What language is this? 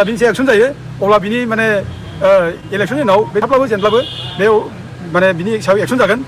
Bodo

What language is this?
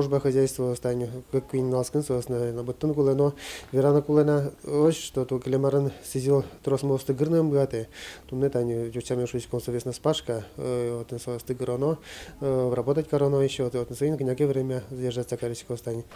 Udmurt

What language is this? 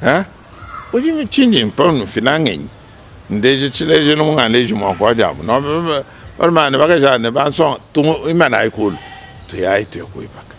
Luba-Lulua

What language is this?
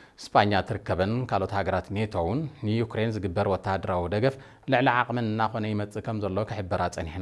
Tigrinya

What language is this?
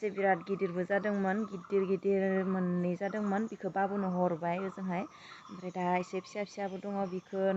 Bodo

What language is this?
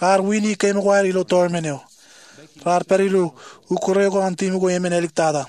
Marshallese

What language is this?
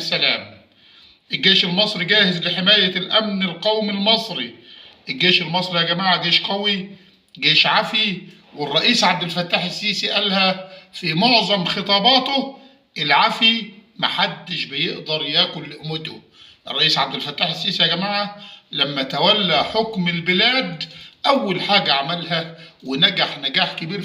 Egyptian Arabic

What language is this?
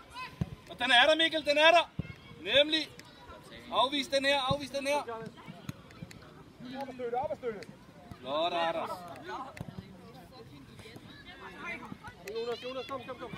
Danish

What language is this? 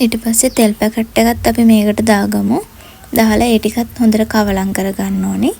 Sinhala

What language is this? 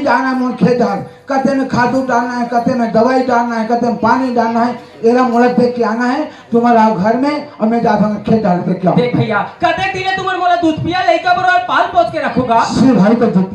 Chhattisgarhi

